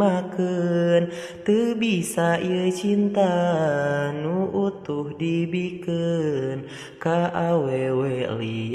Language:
Sundanese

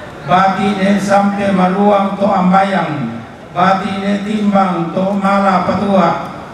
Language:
Toraja-Sa'dan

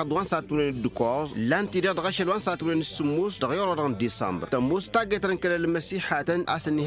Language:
Tamasheq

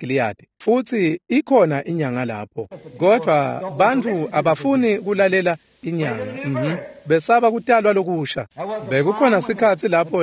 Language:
Swati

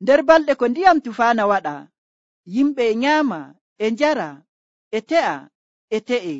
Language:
Nigerian Fulfulde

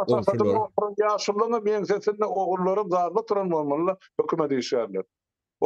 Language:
Turkmen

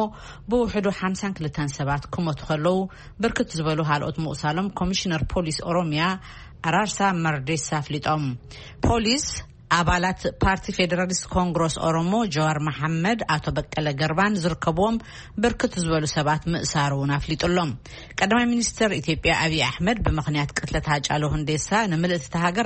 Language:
Tigrinya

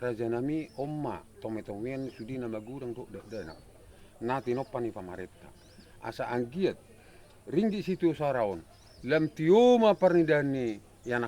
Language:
Batak Toba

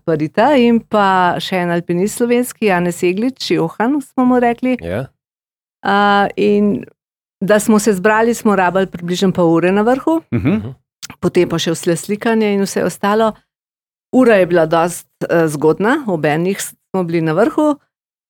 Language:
Slovenian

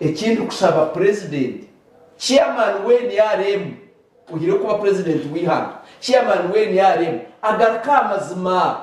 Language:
Nyankole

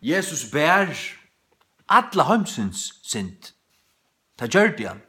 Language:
Faroese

